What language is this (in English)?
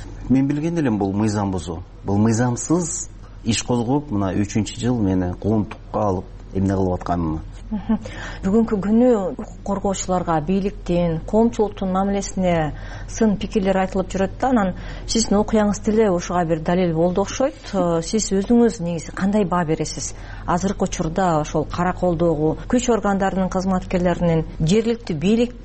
Kyrgyz